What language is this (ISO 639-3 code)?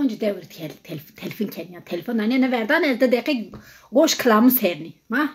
zza